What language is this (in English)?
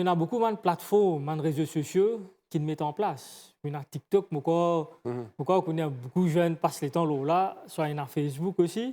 Morisyen